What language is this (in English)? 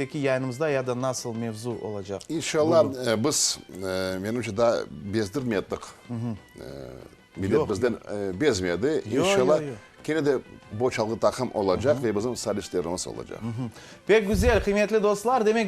Crimean Tatar